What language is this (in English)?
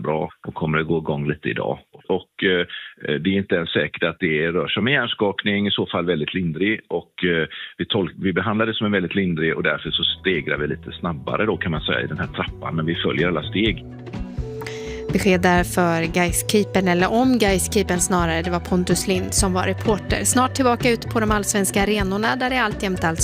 Swedish